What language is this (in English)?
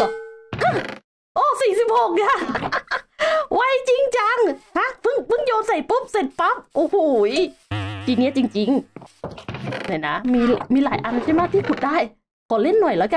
Thai